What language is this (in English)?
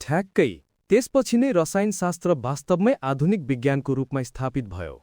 Nepali